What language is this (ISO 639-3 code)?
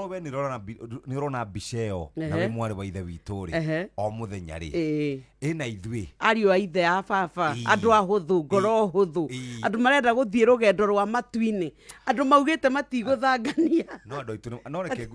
kik